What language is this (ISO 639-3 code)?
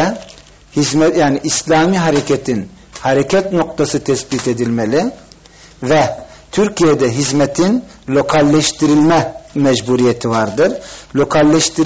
tur